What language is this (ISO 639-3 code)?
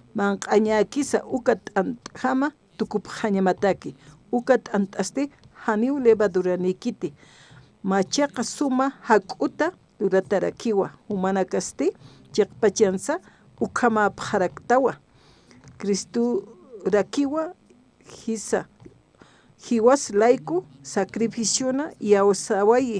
aym